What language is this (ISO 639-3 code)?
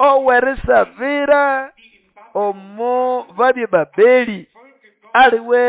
nnb